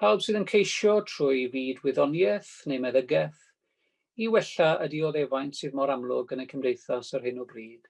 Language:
Welsh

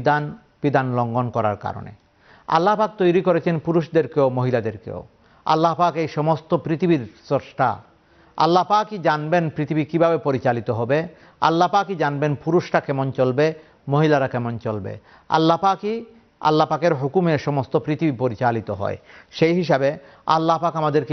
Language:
Bangla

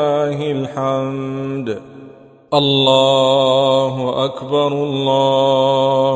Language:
Arabic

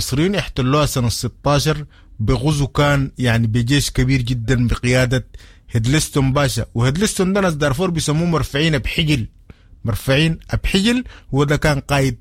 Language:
Sudanese Arabic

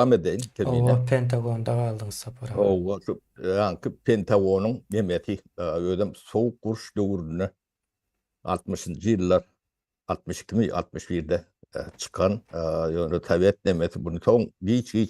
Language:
Turkmen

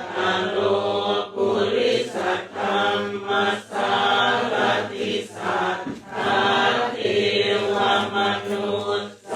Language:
Pali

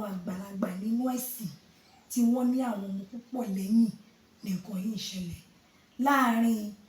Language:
Yoruba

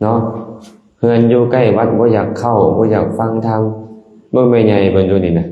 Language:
Lao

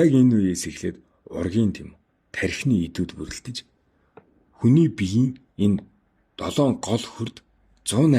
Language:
Mongolian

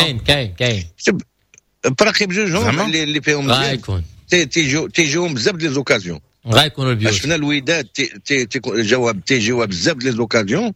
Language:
Moroccan Arabic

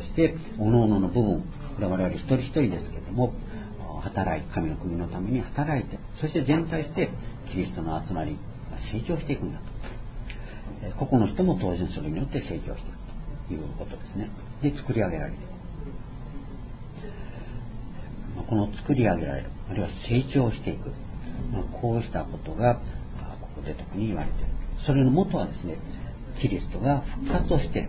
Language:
Japanese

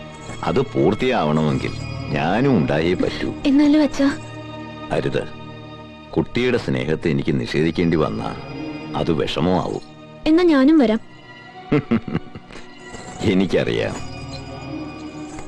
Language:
Malayalam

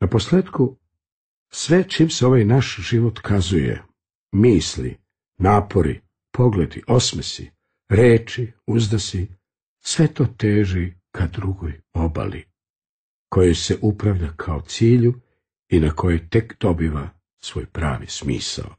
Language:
Serbian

